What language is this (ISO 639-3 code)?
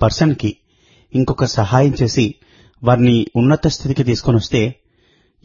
tel